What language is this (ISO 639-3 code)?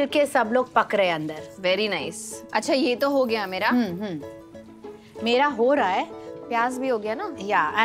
hin